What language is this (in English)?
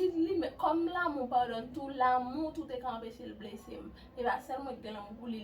Haitian Creole